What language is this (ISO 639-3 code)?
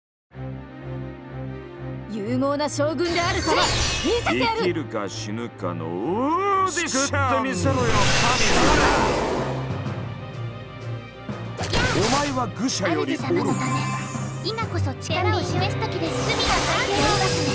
jpn